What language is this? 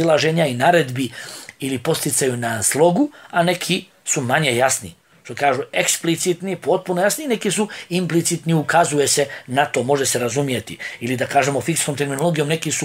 Bosnian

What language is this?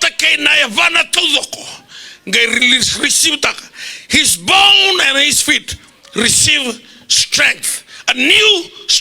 Fijian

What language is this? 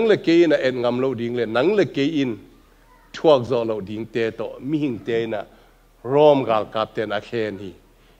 Tedim Chin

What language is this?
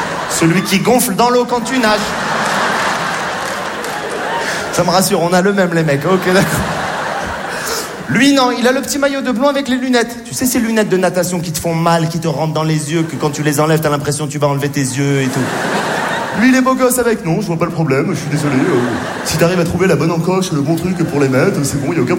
French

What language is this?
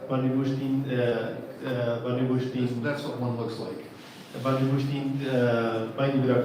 Plautdietsch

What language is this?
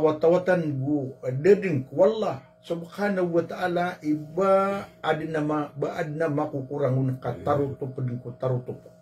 Maranao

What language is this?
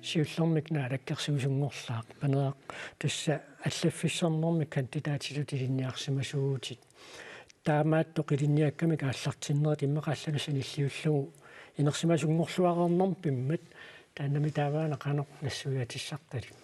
Kalaallisut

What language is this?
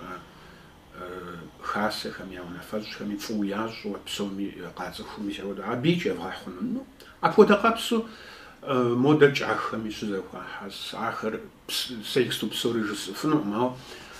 Kabardian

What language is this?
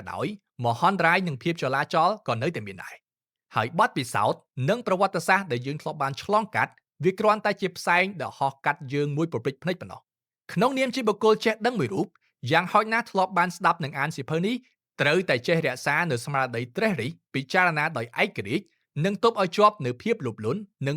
Khmer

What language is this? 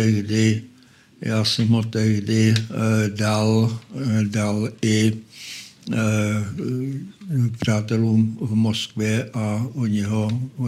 Czech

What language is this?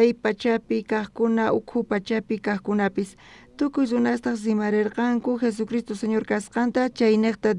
South Bolivian Quechua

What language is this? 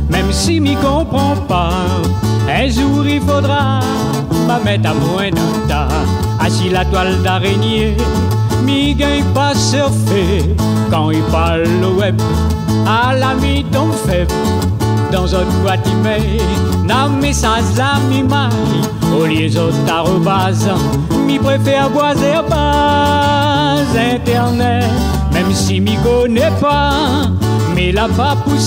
Réunion Creole French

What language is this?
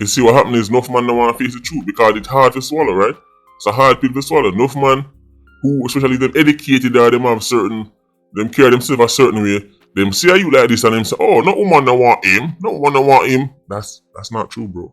Jamaican Creole English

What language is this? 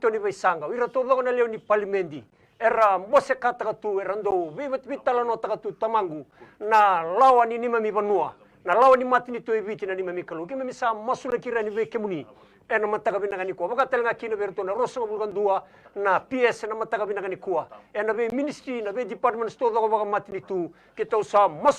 Fijian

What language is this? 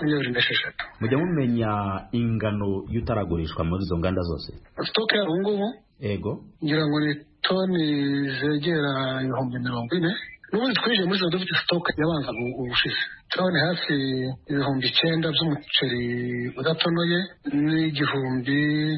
Kinyarwanda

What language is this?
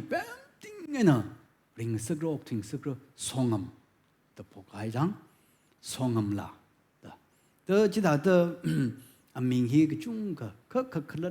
Tangkhul Naga (India)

